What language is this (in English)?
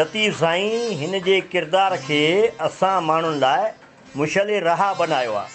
Sindhi